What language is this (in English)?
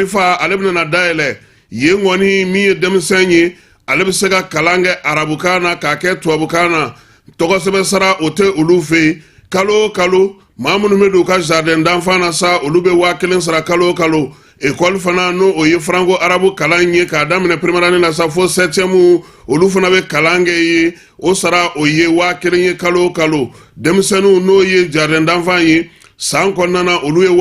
Bambara